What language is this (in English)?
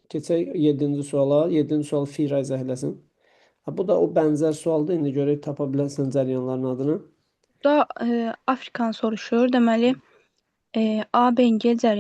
Azerbaijani